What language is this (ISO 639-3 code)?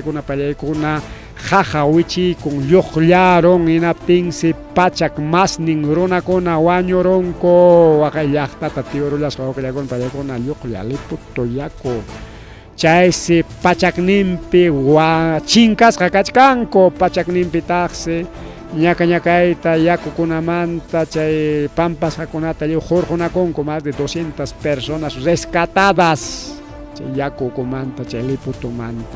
quy